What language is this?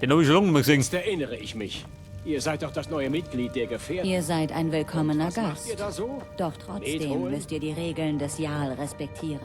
Bavarian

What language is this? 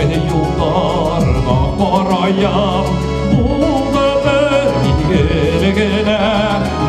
Bashkir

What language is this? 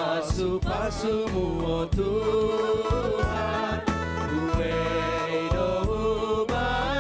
Batak Simalungun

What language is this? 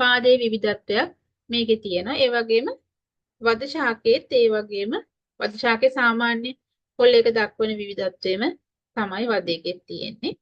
Sinhala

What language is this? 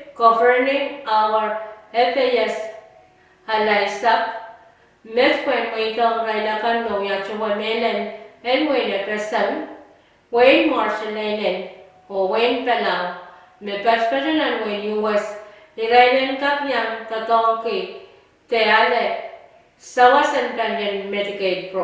Pohnpeian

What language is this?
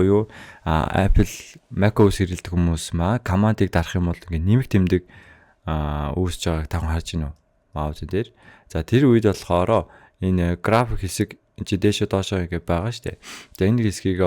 Mongolian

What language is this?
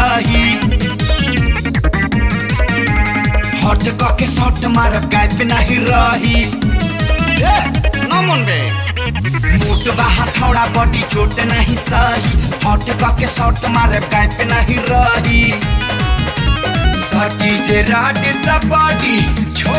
Bhojpuri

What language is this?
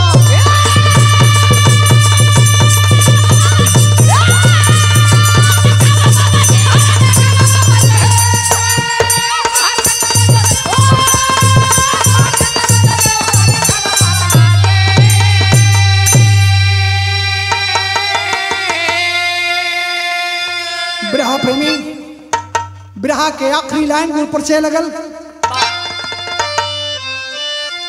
Bhojpuri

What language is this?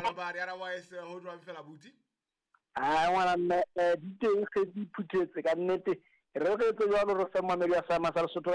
Southern Sotho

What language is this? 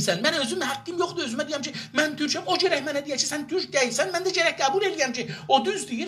South Azerbaijani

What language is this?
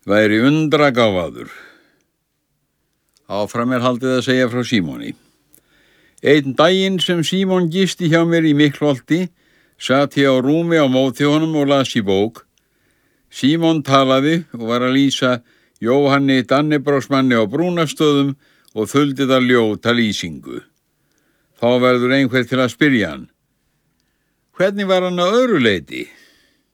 Icelandic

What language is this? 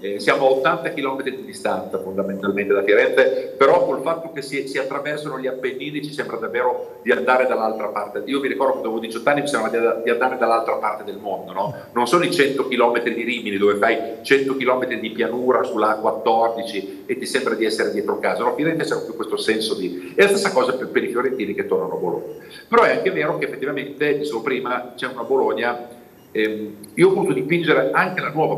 Italian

